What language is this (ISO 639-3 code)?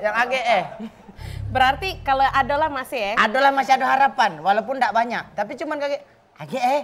mui